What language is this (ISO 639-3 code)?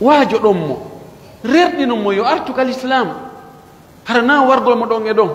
fuf